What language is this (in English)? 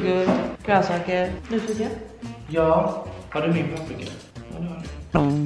Swedish